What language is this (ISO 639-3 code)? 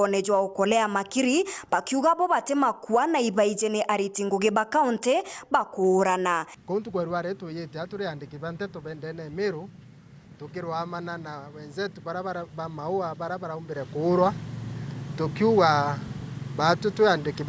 mer